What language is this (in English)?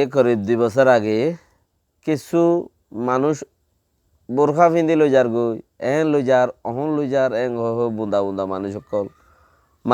Rohingya